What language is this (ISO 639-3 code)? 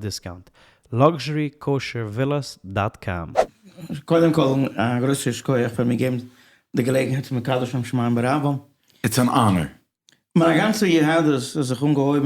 yid